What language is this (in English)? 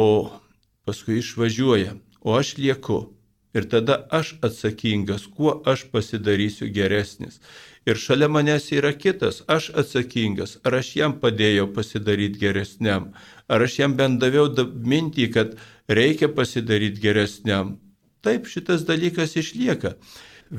Lithuanian